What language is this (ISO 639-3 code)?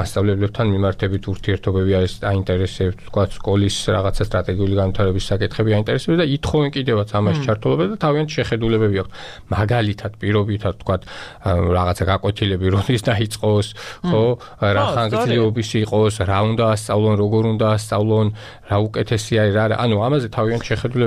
kat